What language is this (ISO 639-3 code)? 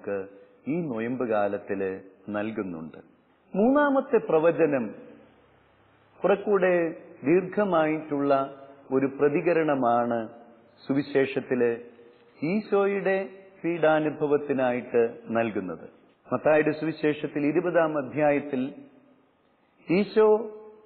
mal